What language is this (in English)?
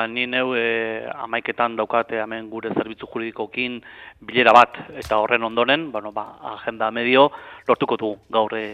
Basque